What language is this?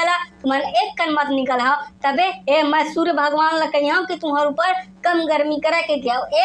Chhattisgarhi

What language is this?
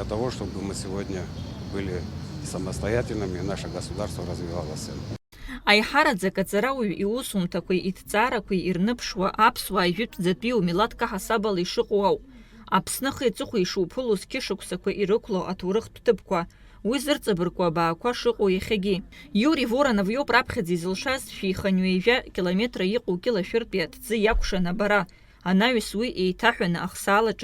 Abkhazian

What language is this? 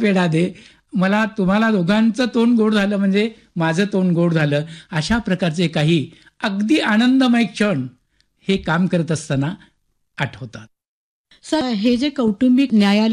Marathi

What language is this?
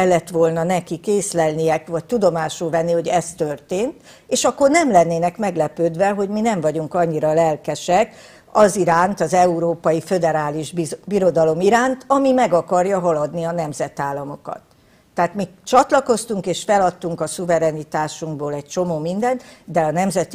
Hungarian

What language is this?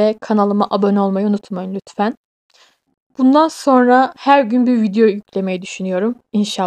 Turkish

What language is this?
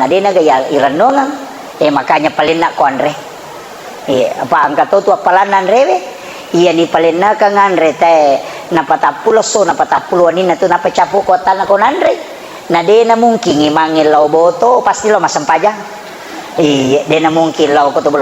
Buginese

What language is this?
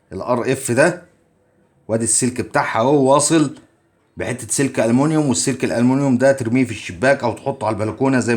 Egyptian Arabic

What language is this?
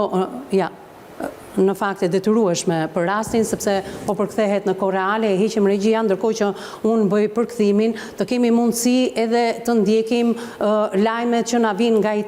Albanian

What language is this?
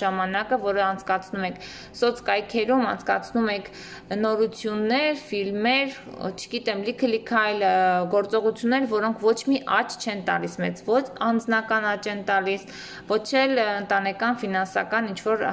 Armenian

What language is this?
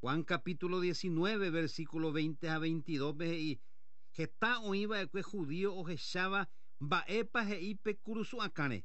Guarani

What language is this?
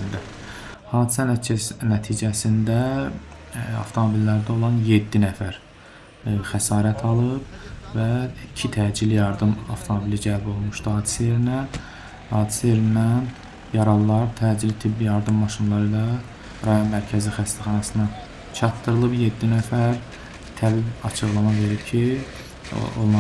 Azerbaijani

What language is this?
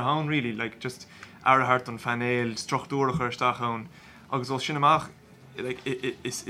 Irish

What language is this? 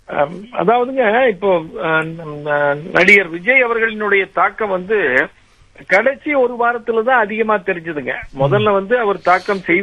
Tamil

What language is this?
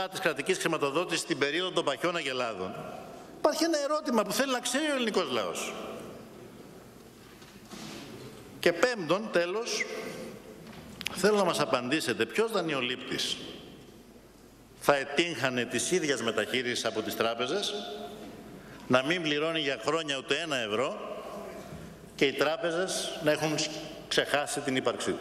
Greek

